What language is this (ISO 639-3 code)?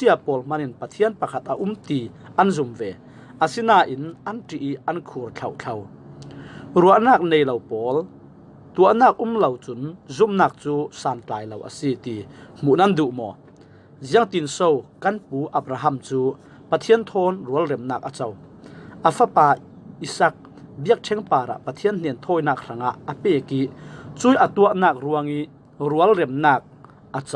cfm